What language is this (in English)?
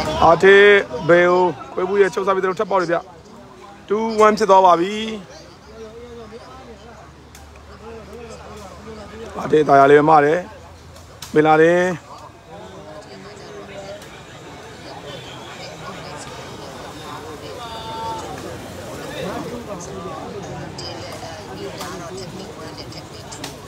Burmese